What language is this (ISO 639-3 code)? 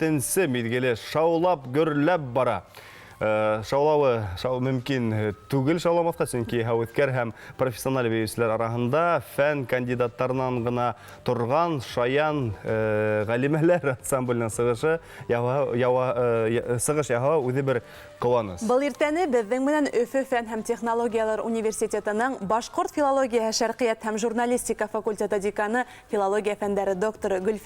bak